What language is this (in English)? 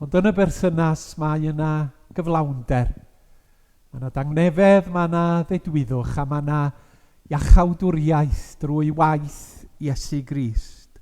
Welsh